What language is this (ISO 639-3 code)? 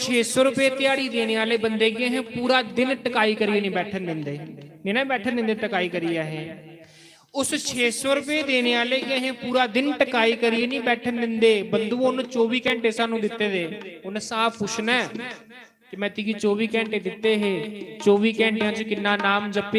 doi